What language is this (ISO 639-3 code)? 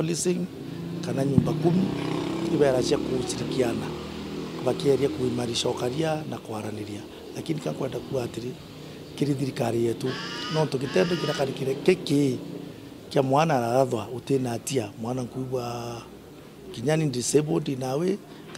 mer